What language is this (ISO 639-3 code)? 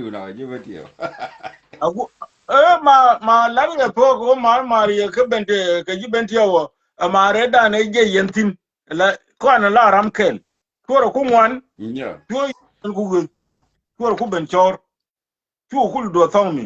nus